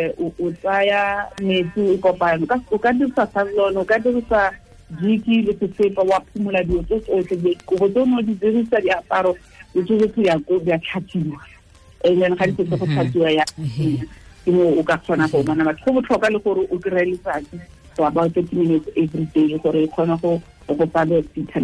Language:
Tswana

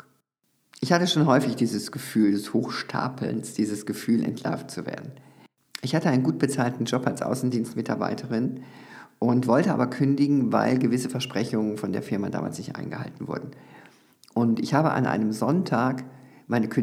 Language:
German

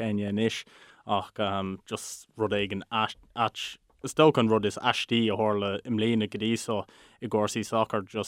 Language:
Irish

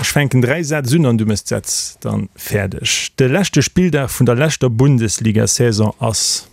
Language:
Luxembourgish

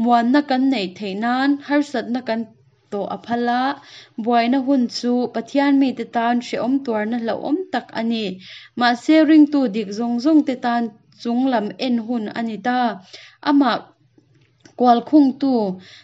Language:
Hakha Chin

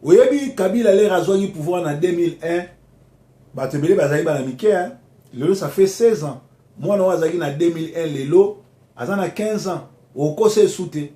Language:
Lingala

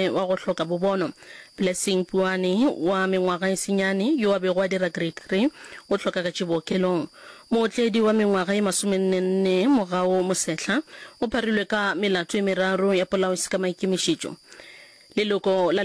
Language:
Northern Sotho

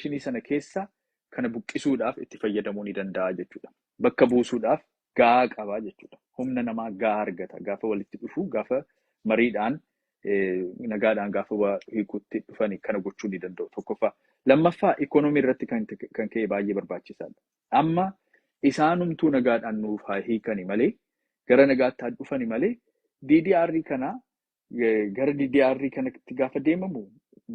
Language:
Oromo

